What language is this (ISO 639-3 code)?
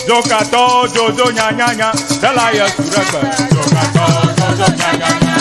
ewe